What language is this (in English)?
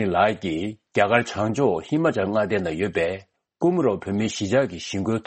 Tibetan